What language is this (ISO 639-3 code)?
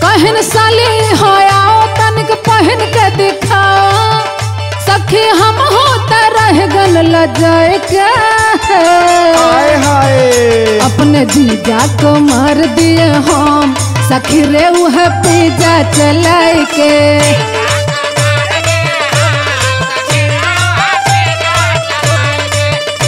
bho